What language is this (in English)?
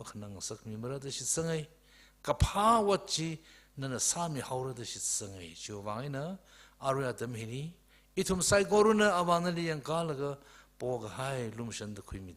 Tangkhul Naga (India)